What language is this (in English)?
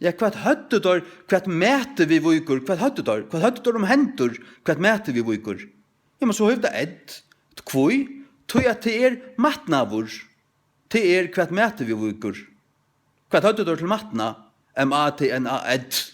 Faroese